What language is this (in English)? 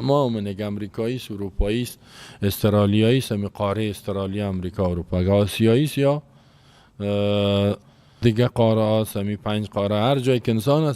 Persian